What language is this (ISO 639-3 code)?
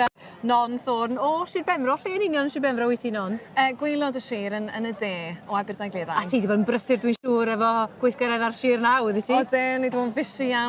cym